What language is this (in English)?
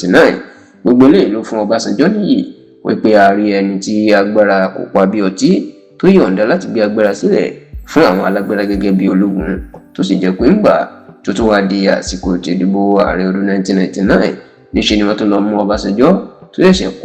Yoruba